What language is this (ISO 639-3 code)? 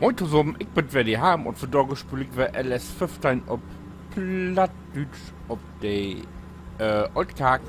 nds